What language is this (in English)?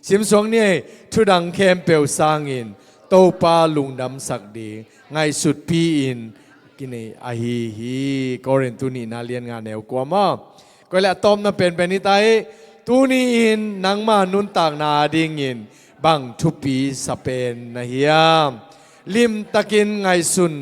Tedim Chin